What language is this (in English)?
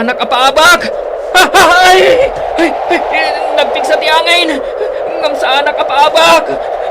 Iloko